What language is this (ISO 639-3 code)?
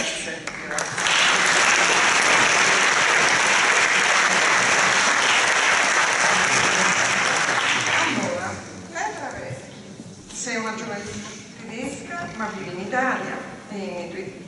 ita